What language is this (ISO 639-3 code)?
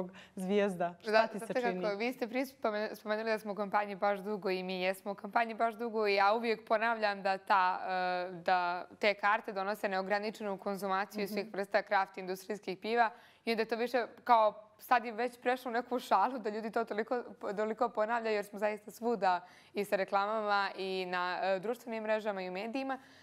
bos